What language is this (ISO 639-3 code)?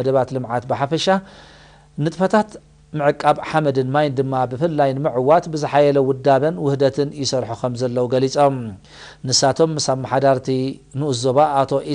tir